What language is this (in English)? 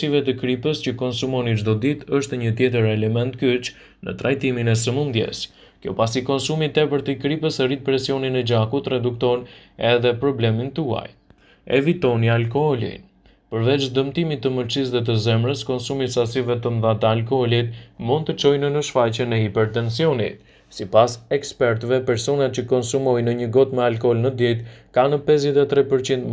Albanian